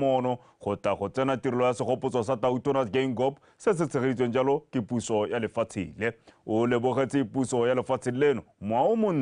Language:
Tswana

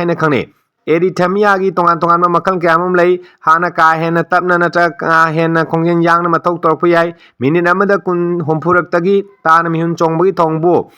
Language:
Manipuri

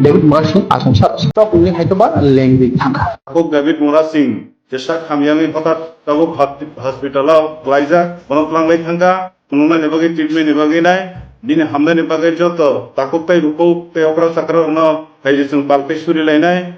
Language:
Kok Borok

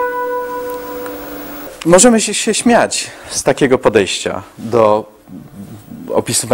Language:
Polish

